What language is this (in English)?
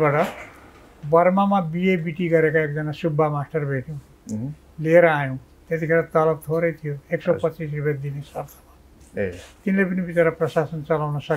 Nepali